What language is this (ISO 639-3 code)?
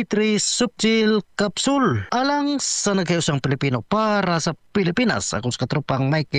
ceb